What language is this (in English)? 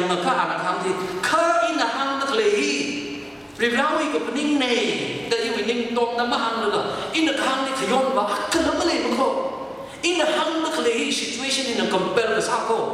Tangkhul Naga (India)